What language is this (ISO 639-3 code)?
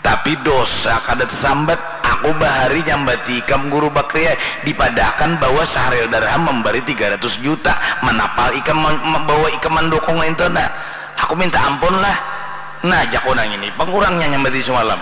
bjn